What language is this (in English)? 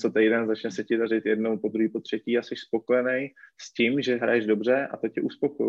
Czech